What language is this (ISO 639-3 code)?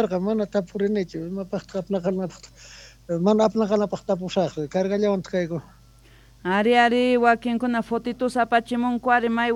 quh